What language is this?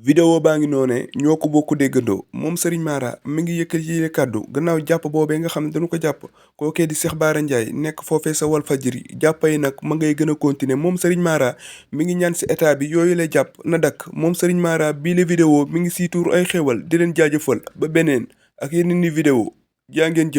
Wolof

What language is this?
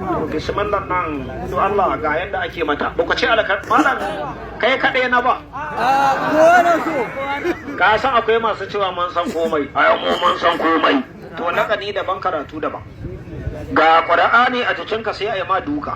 Hausa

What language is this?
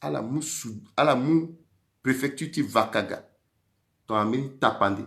Sango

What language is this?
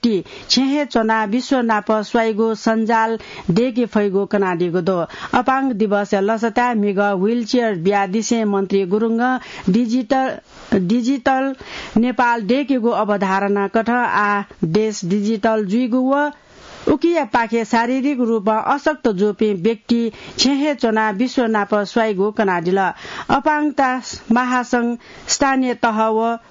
Newari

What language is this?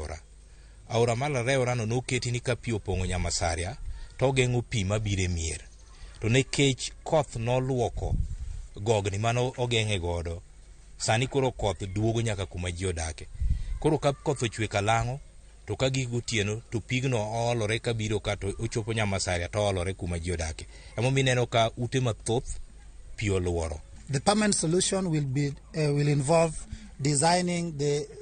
Luo (Kenya and Tanzania)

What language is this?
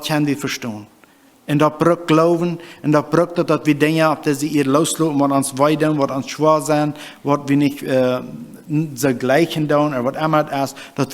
Plautdietsch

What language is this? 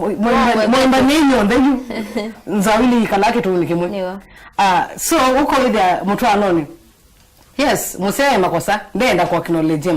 Kamba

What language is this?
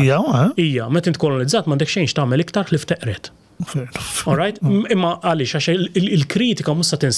Maltese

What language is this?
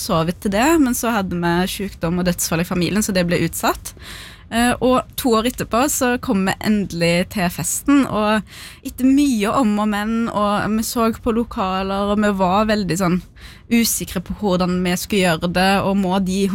Norwegian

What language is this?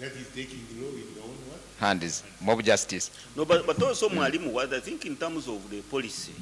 Nyankole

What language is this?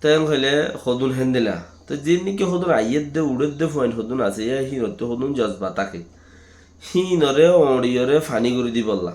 Rohingya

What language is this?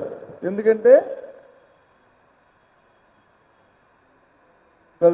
Telugu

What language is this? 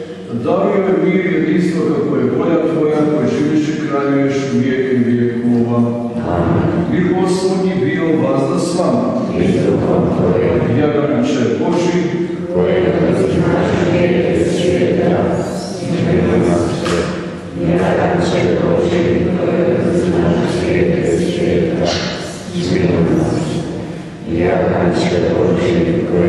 Croatian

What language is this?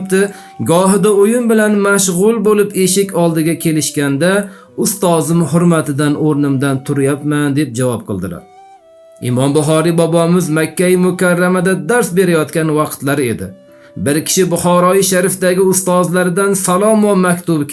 Uzbek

